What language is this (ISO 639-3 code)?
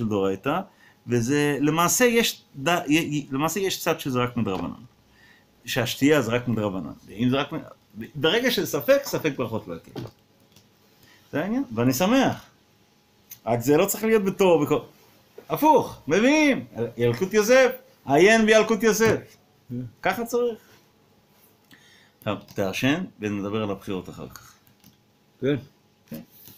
heb